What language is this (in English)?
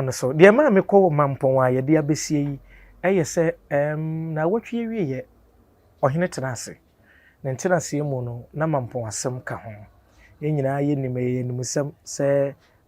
Akan